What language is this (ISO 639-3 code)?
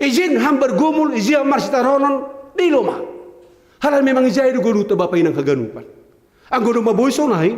bts